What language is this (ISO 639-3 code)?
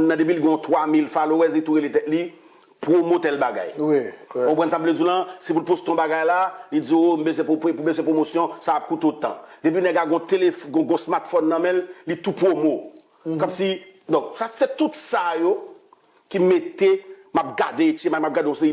hat